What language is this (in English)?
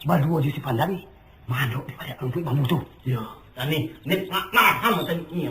Minangkabau